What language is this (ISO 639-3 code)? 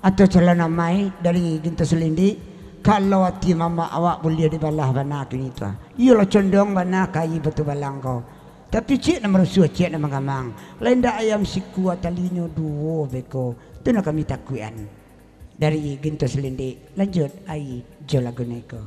min